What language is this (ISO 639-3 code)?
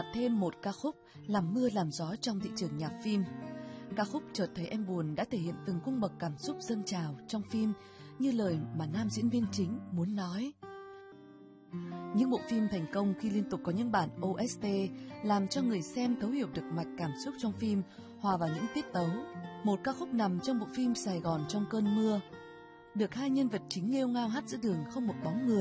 vie